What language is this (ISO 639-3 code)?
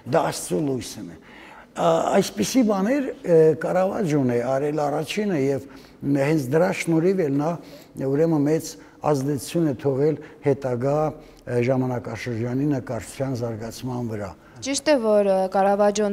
hye